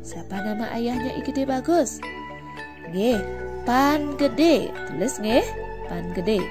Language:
Balinese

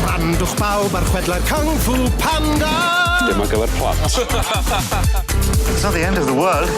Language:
Welsh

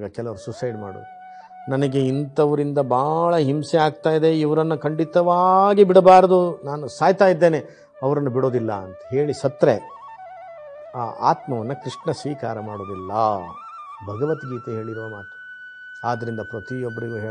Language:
Kannada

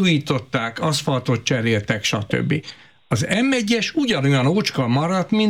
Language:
Hungarian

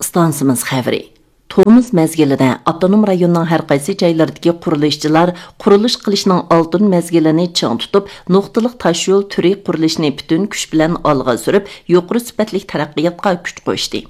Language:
Uyghur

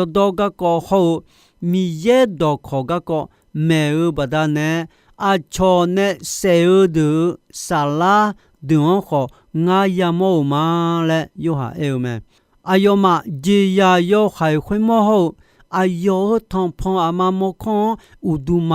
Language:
Akha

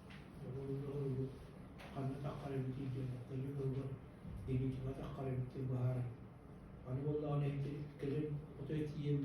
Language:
Yakut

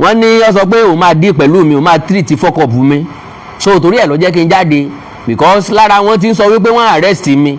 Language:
Yoruba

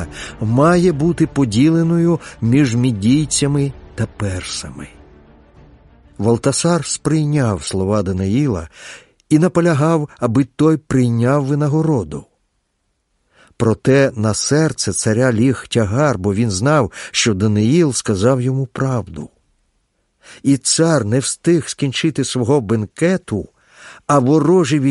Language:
Ukrainian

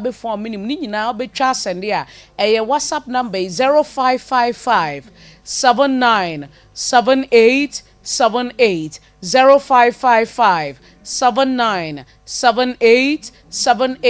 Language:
Akan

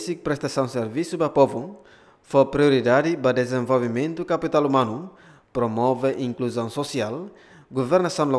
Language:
Tetum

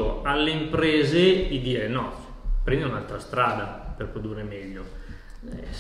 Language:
Italian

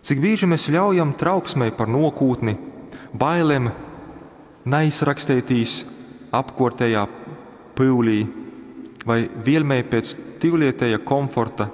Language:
Latgalian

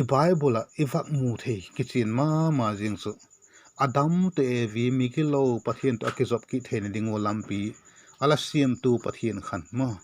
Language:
Vaiphei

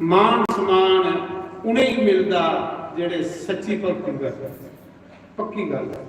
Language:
Dogri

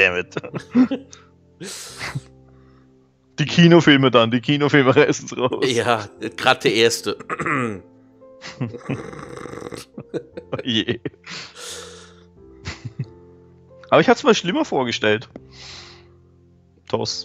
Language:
German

